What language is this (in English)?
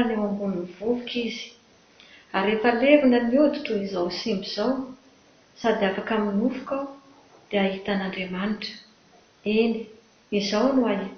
Malagasy